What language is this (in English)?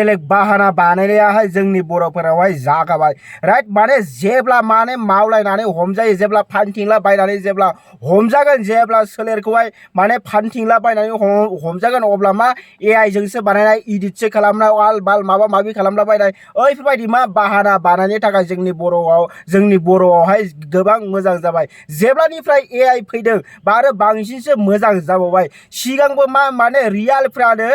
Bodo